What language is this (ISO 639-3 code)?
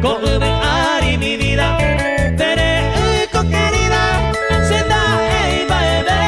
grn